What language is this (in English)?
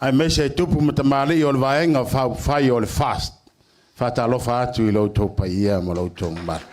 Samoan